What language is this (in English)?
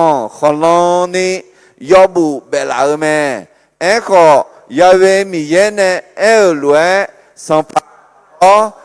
Akha